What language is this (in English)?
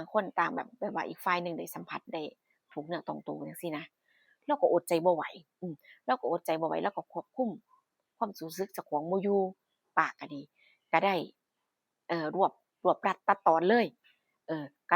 Northeastern Thai